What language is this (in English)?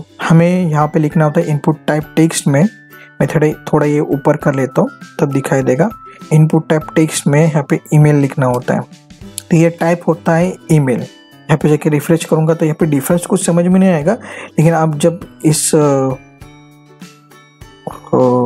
Hindi